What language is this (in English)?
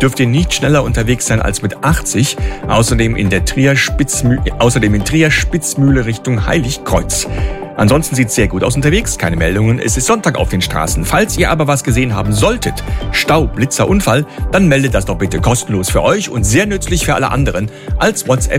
German